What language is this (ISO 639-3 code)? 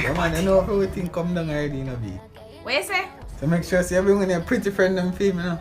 jam